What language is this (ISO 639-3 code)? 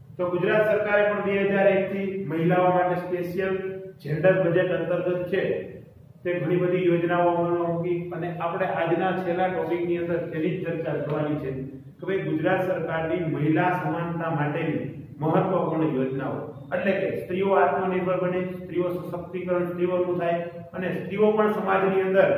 guj